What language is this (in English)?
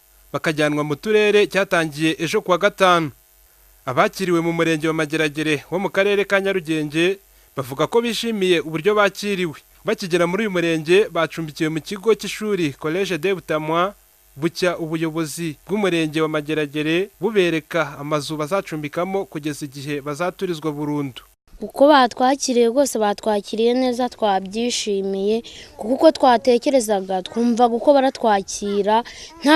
Kinyarwanda